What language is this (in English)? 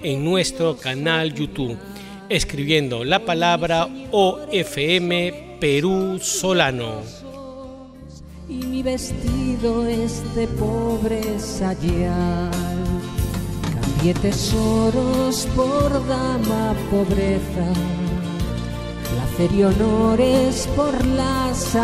Spanish